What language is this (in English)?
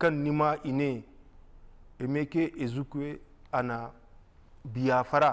Zarma